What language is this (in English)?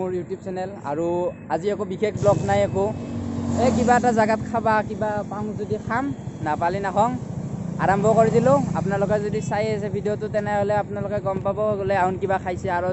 Assamese